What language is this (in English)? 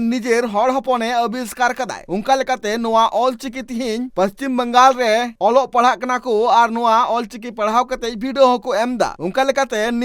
Santali